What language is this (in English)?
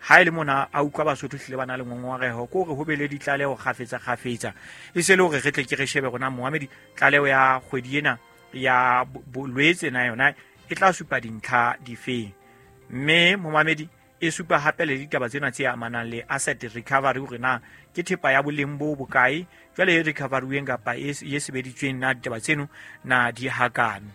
Southern Sotho